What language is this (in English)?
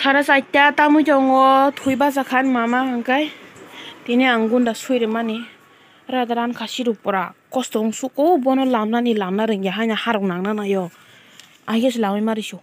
Kok Borok